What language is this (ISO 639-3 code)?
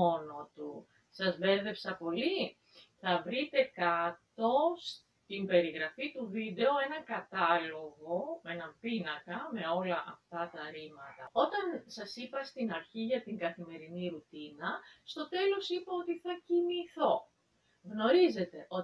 ell